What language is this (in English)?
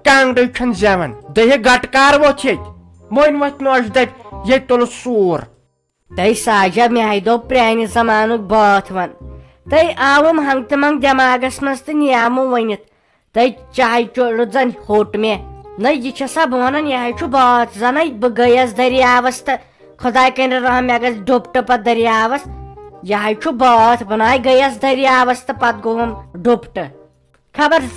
Kashmiri